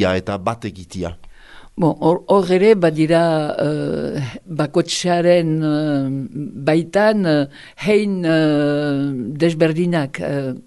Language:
Basque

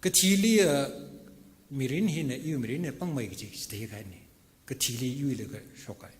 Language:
Tangkhul Naga (India)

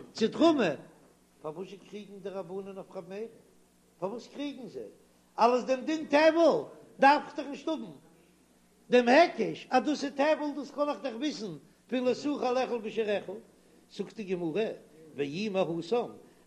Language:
Yiddish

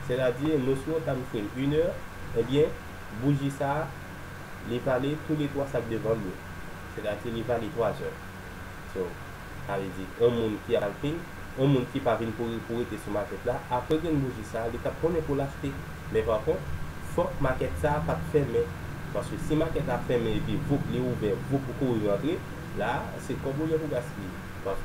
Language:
Haitian Creole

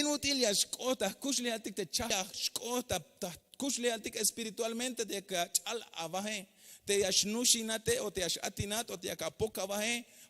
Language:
Tzeltal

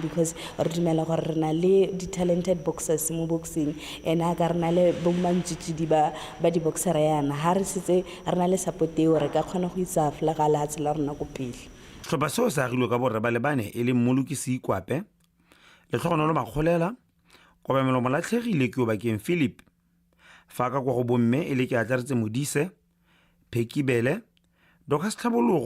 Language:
Tswana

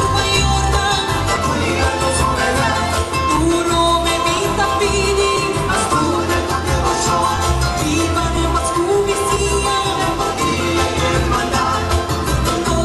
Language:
Papiamento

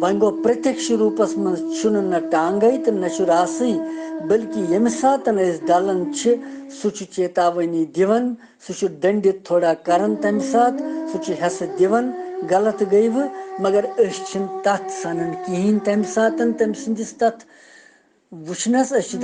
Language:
Kashmiri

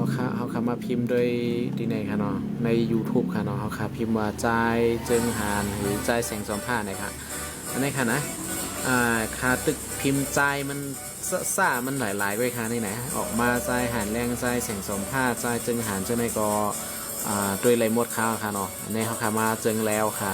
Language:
Shan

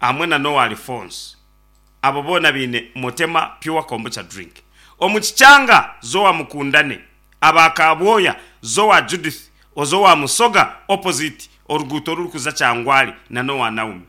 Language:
Nyankole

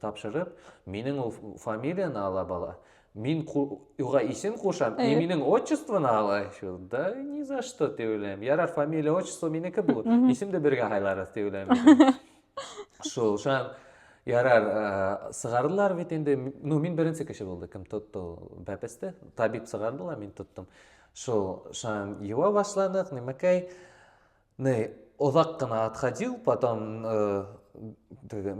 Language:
Bashkir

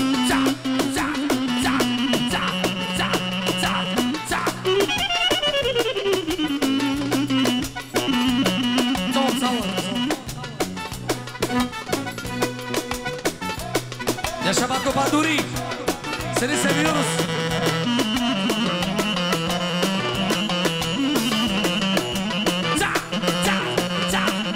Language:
Bulgarian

